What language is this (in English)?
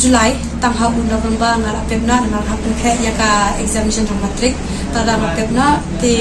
Khasi